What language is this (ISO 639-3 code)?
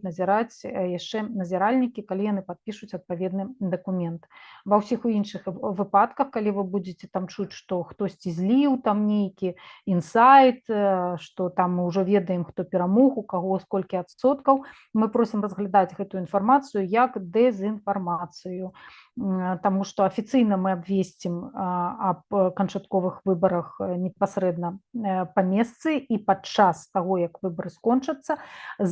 bel